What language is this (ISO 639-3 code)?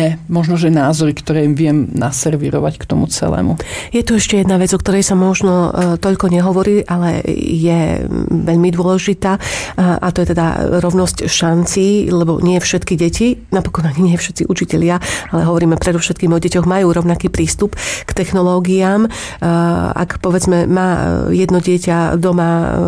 slk